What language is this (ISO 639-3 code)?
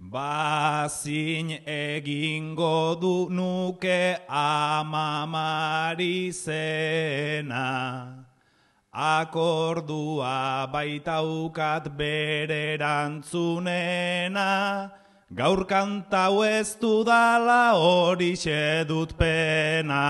eus